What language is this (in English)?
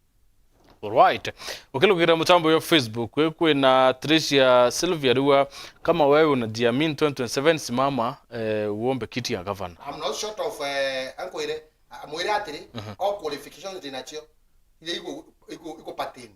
Meru